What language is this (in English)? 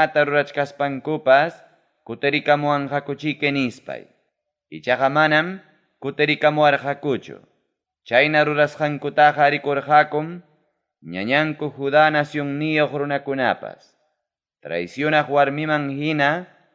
Ayacucho Quechua